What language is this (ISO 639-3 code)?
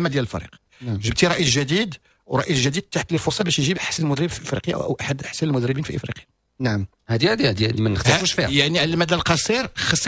ary